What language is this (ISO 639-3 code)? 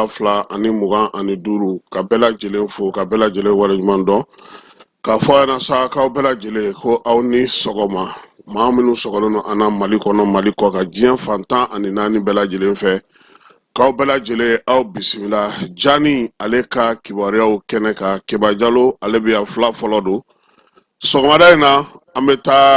bam